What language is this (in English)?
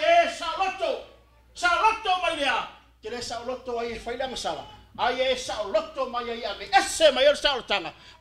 Samoan